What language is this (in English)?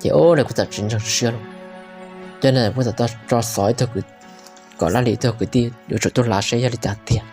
Hmong